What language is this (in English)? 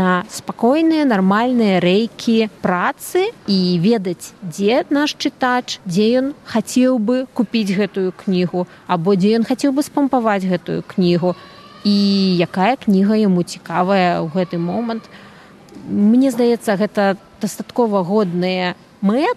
Belarusian